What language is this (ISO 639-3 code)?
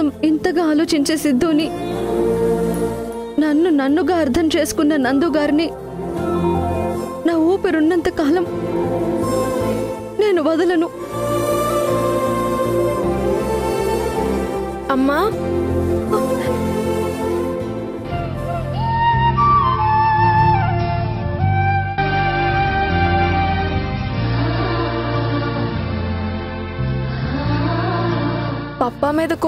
tel